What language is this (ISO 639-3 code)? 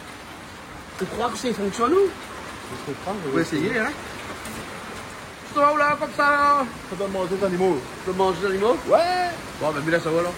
rcf